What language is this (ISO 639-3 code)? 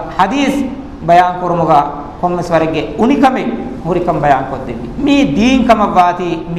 div